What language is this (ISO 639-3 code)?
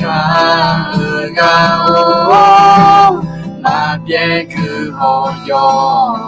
ahk